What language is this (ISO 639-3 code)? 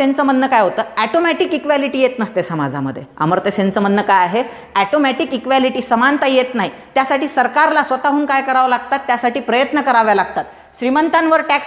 mar